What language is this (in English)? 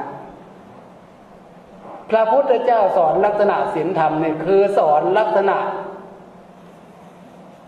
Thai